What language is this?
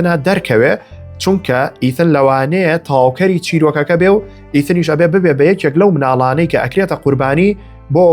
Central Kurdish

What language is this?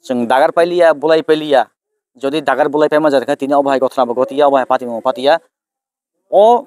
Kok Borok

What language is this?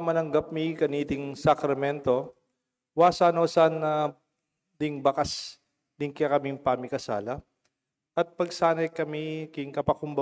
Pampanga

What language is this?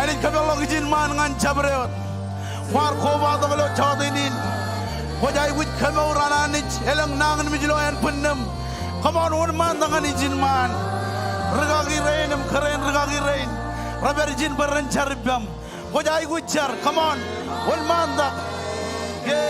Marshallese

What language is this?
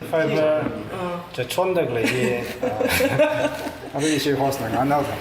Tangkhul Naga (India)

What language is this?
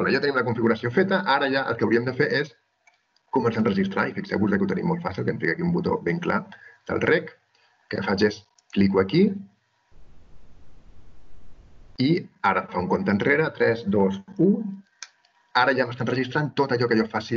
Catalan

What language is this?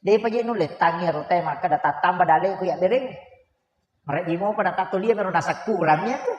Buginese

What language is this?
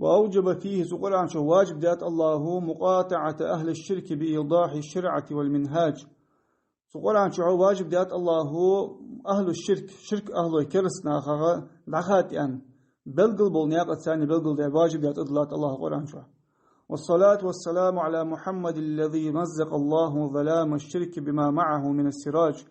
Ingush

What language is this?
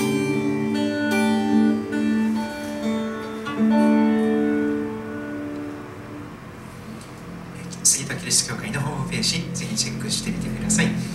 Japanese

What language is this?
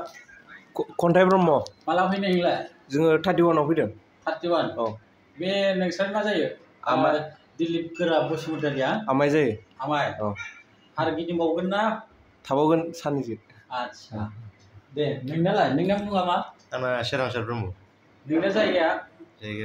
Bodo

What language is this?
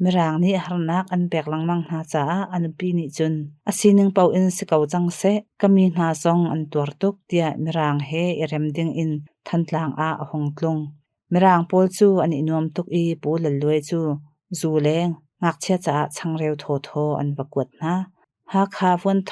Hakha Chin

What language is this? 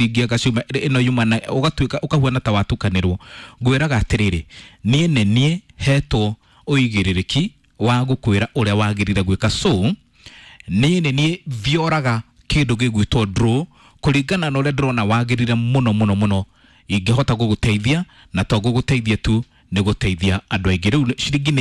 Kikuyu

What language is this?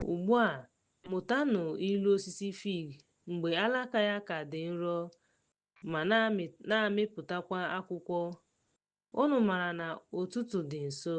Igbo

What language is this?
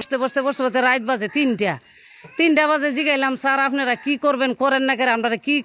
Sylheti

